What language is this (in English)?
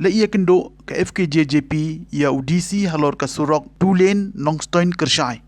Khasi